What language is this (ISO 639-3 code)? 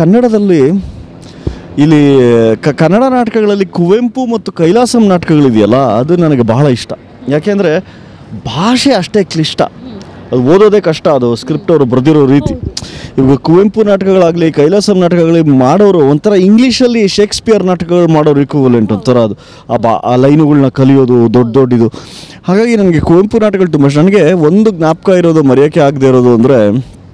kan